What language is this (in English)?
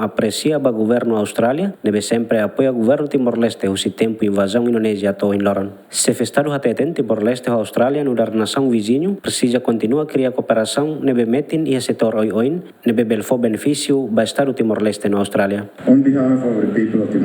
Tetum